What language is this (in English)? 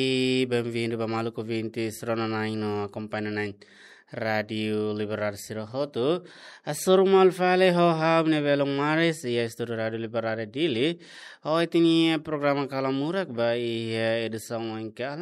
Tetum